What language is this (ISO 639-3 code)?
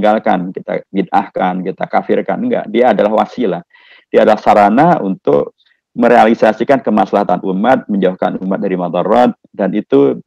ind